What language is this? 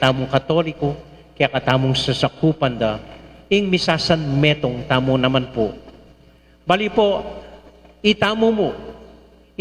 Pampanga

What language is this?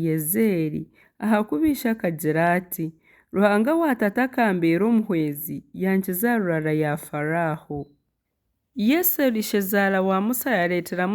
Nyankole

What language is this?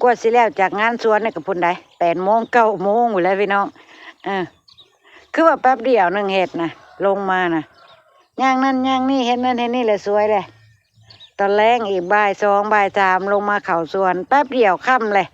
Northeastern Thai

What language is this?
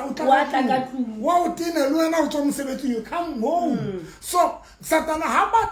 Southern Sotho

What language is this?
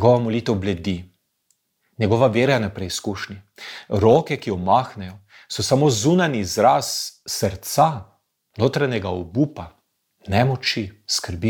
Slovenian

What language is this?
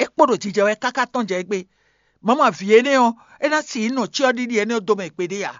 Fon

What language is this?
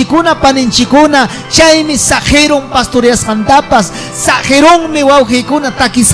Ayacucho Quechua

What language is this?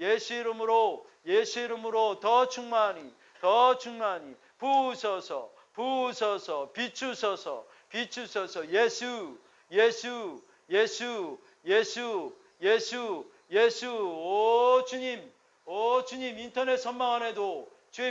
Korean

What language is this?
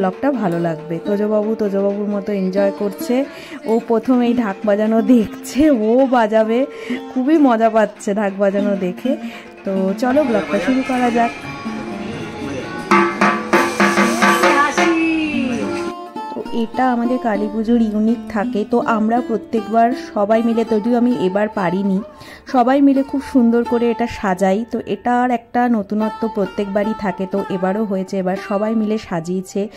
Bangla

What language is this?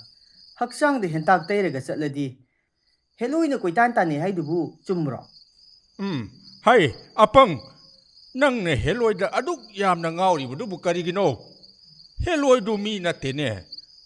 Manipuri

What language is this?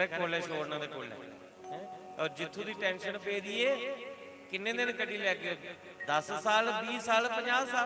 Dogri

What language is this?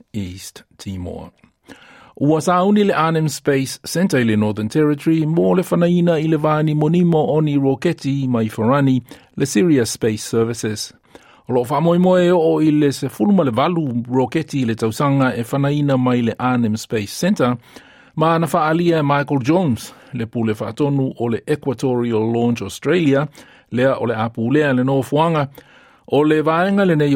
Samoan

